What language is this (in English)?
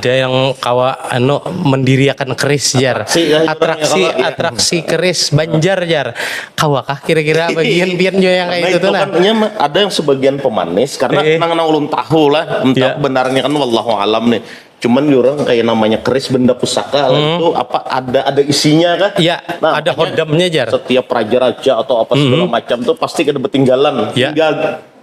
Banjar